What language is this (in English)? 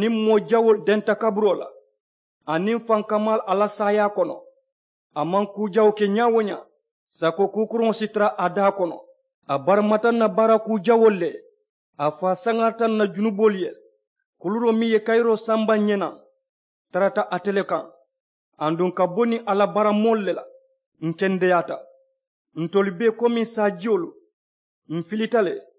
Mandingo